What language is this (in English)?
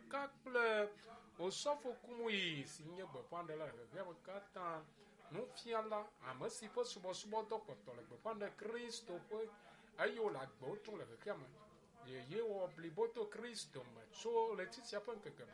Ewe